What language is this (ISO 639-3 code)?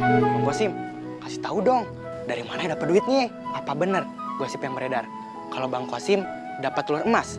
bew